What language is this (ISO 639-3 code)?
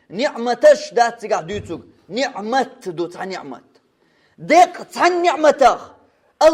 che